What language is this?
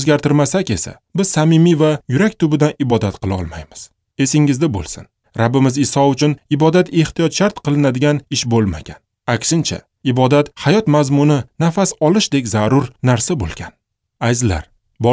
Uzbek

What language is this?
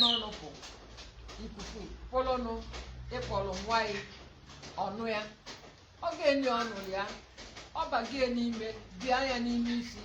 Igbo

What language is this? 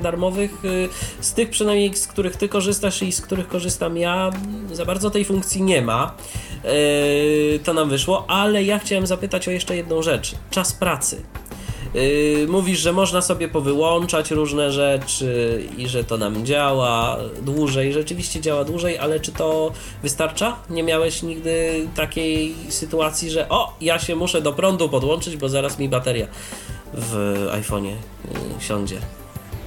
Polish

